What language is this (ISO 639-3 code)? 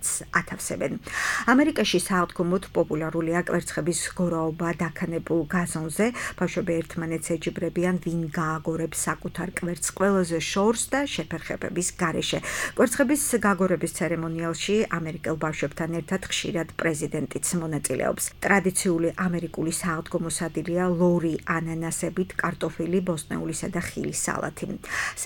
kat